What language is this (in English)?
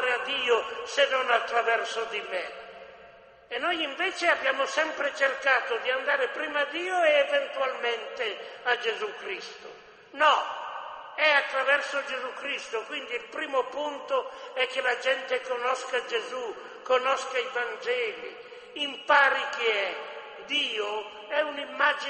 Italian